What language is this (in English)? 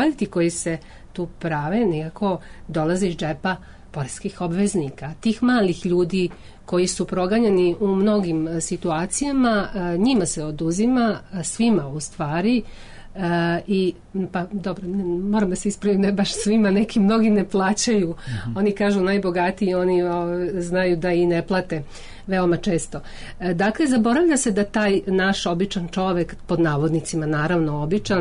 Serbian